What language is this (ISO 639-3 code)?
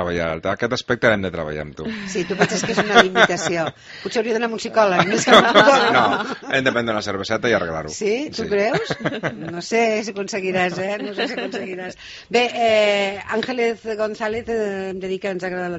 cat